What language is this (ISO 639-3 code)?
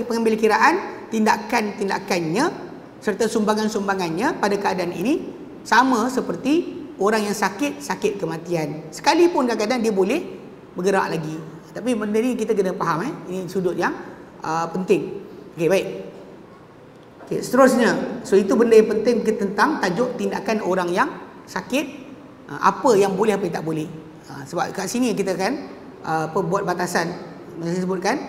msa